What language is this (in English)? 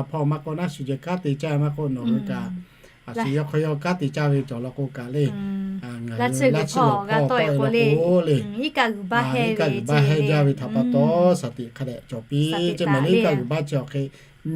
Lahu